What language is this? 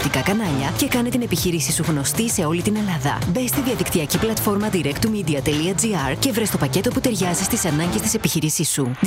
Greek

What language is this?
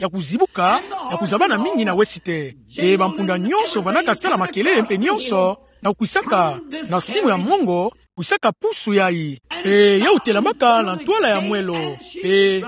Kituba (Democratic Republic of Congo)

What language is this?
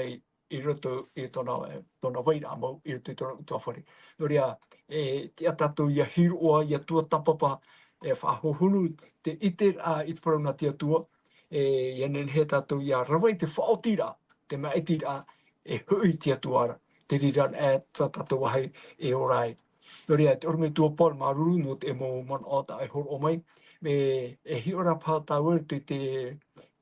Tahitian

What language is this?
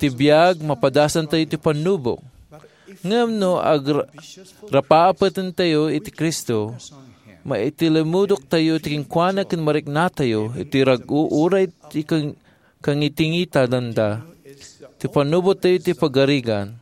Iloko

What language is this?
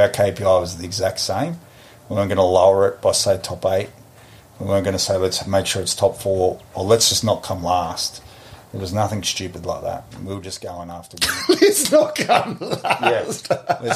English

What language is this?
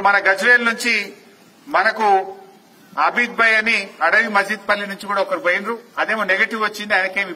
Telugu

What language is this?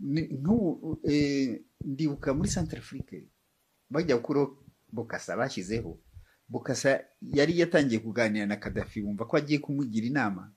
Kinyarwanda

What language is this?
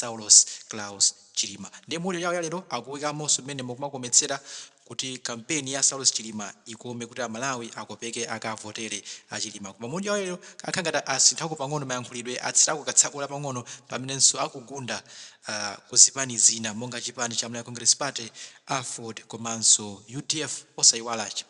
Nyanja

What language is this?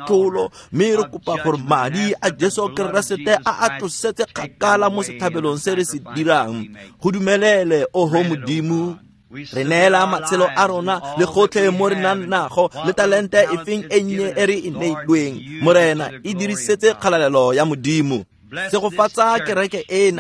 Tswana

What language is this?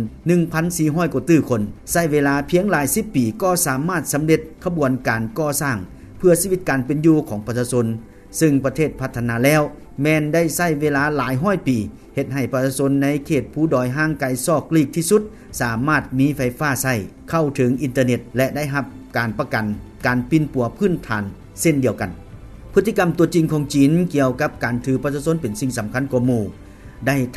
Lao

